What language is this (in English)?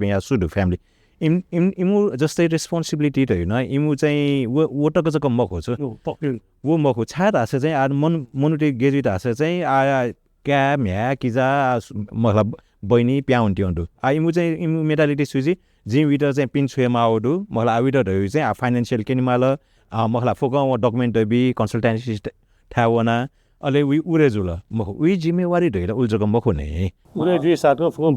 Newari